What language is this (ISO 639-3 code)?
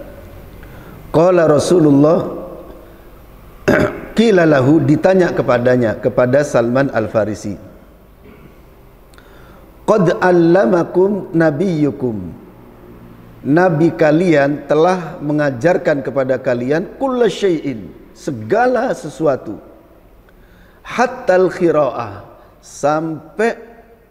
ind